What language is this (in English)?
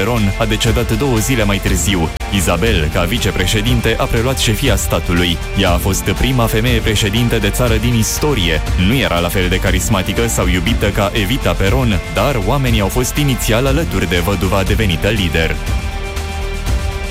Romanian